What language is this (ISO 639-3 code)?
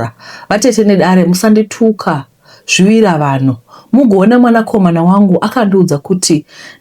sna